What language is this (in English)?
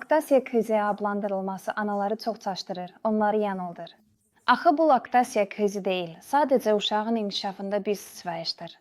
Azerbaijani